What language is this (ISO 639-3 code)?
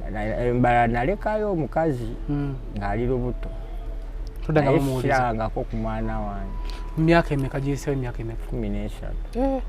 lug